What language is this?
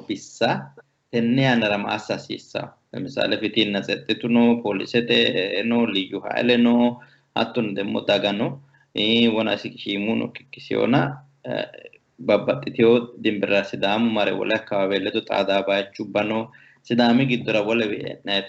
Sidamo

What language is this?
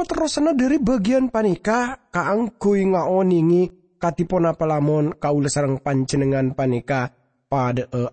Madurese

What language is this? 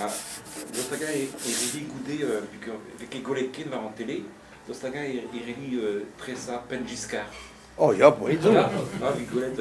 Breton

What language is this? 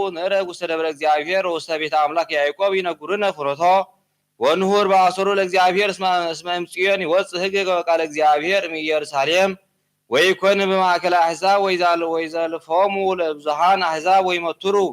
Geez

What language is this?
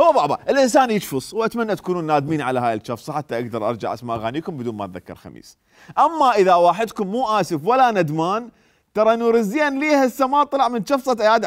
Mesopotamian Arabic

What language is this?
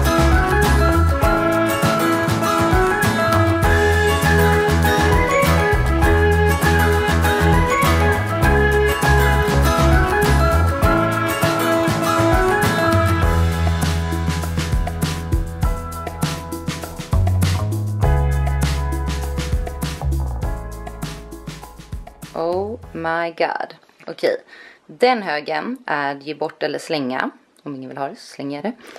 Swedish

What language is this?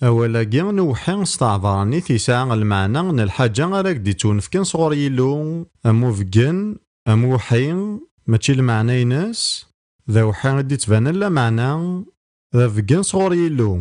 Kabyle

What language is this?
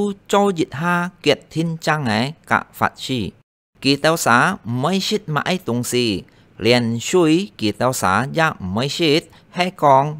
Hakka Chinese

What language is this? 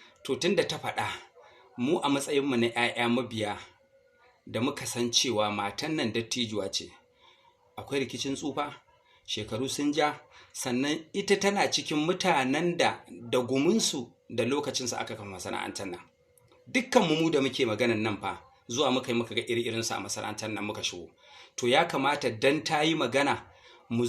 Hausa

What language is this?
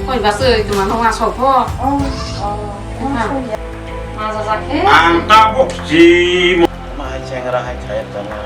Kok Borok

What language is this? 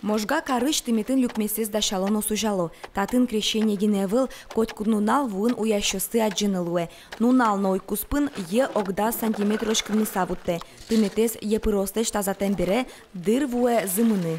Udmurt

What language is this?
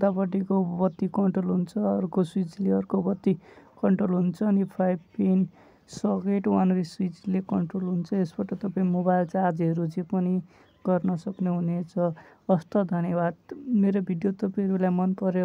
Nepali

